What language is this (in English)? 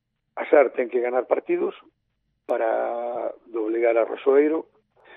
Galician